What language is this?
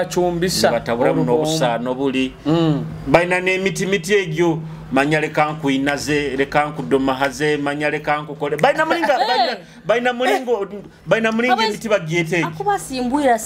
Nyoro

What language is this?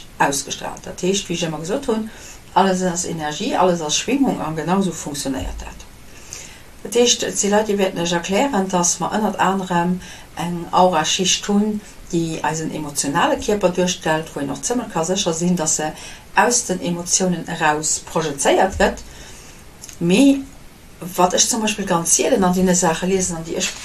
Luxembourgish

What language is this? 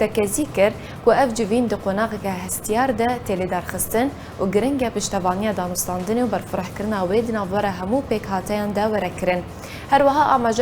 Kurdish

